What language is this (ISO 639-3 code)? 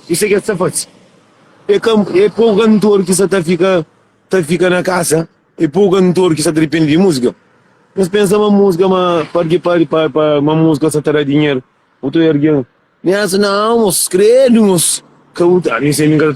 kea